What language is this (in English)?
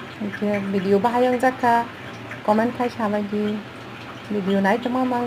Kok Borok